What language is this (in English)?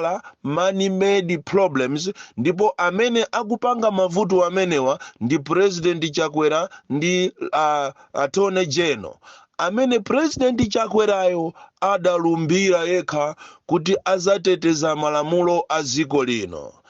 Nyanja